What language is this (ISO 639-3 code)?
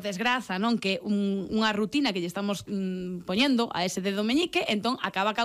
glg